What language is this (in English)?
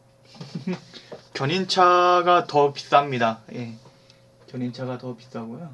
Korean